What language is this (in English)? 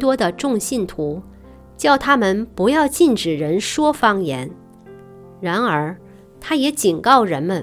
Chinese